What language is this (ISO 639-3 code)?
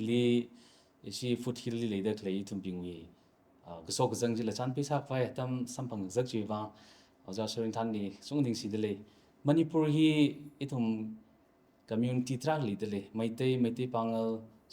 nmf